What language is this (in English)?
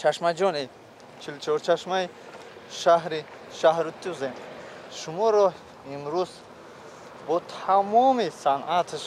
Tajik